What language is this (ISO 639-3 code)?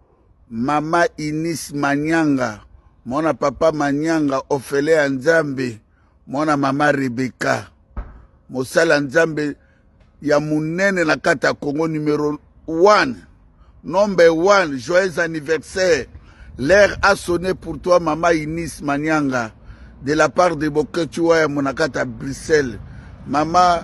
lin